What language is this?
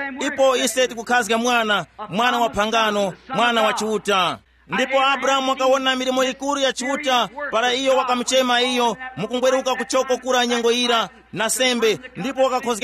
Tumbuka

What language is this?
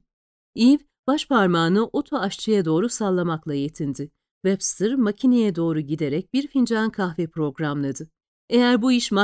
Turkish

